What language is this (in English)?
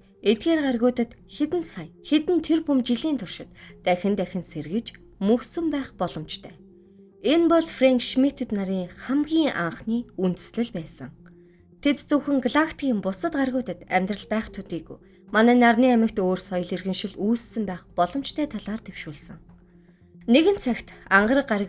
Mongolian